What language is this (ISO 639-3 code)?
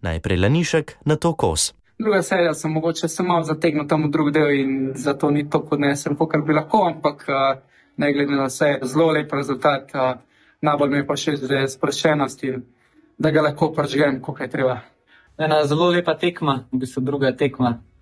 slv